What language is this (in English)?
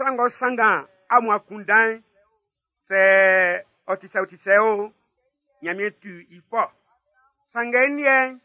Baoulé